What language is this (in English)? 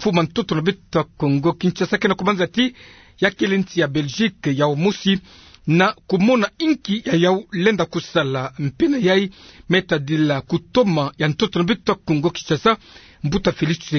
Kituba (Democratic Republic of Congo)